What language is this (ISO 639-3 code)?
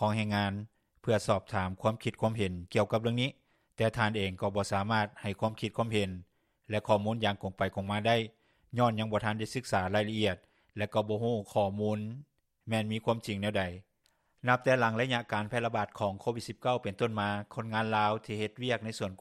lao